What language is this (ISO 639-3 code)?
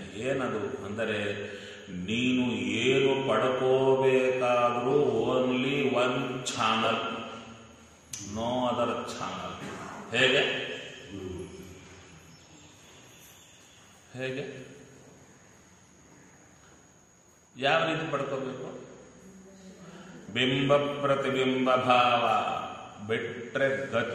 kan